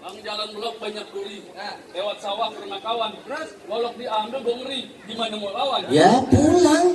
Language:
Betawi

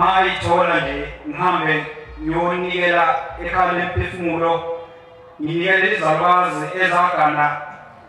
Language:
Zulu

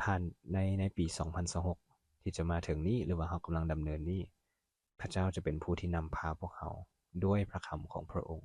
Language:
Lao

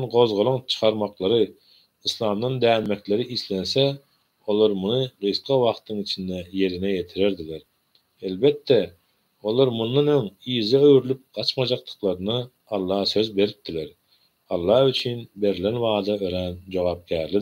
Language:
Turkmen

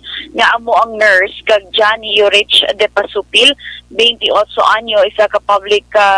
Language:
Hiligaynon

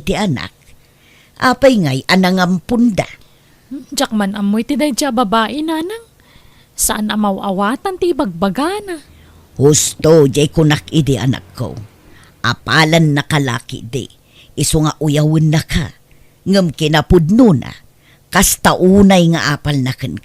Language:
Iloko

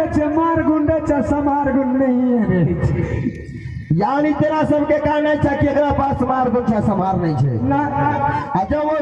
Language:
Maithili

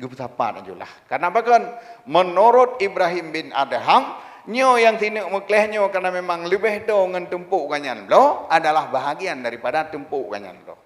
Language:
Achinese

